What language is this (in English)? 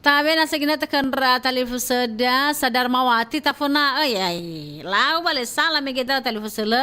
Nias